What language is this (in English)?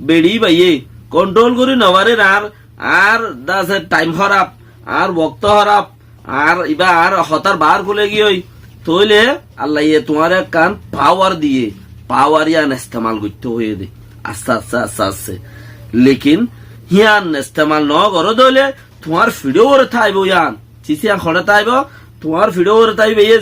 Rohingya